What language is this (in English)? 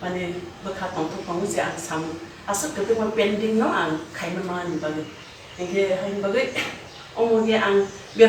Kok Borok